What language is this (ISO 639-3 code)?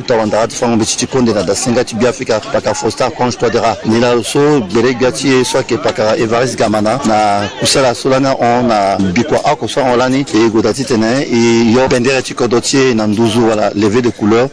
sag